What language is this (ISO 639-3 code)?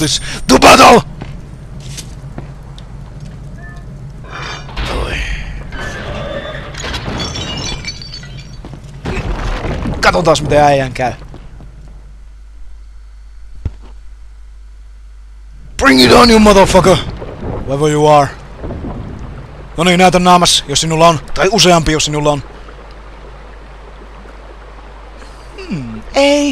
fin